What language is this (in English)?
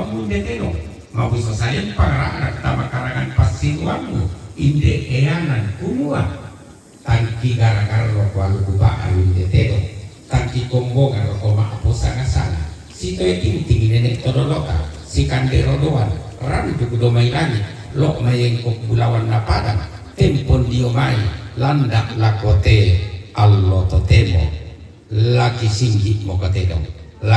Toraja-Sa'dan